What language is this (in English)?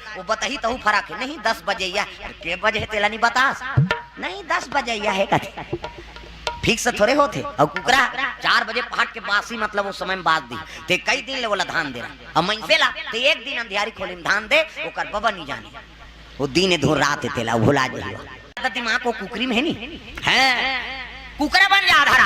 Chhattisgarhi